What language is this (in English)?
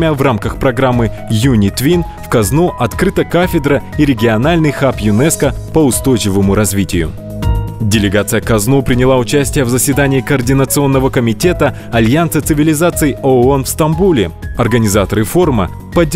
Russian